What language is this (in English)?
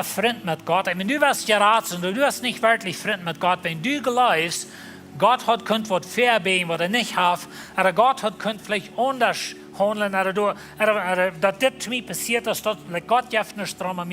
Plautdietsch